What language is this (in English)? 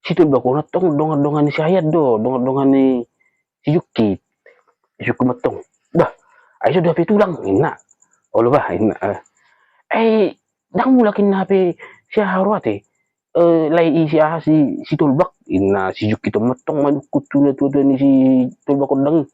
Batak Toba